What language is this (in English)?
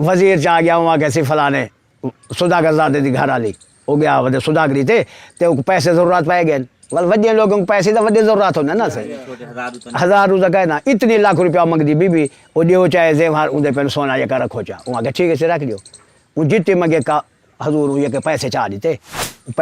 Saraiki